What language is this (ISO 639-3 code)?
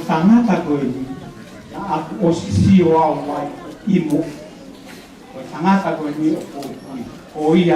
ton